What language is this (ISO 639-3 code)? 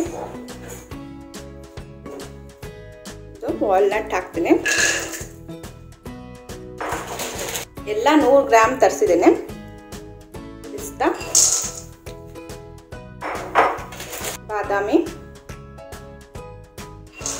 kan